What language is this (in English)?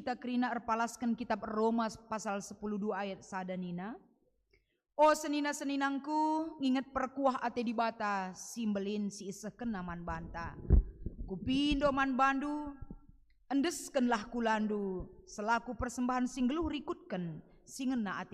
Batak Karo